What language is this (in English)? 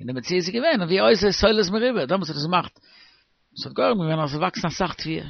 Yiddish